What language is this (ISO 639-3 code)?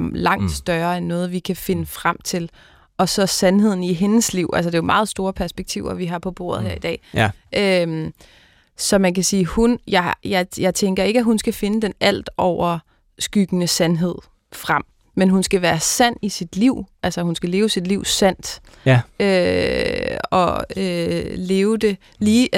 dan